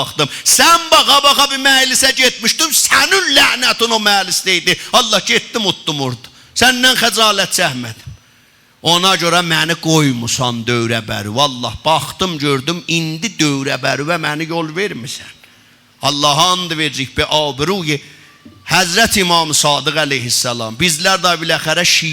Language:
South Azerbaijani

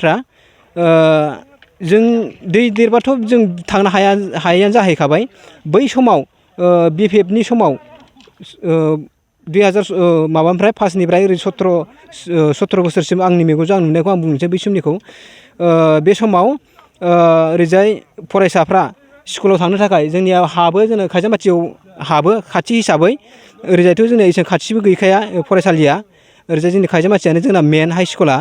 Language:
Bodo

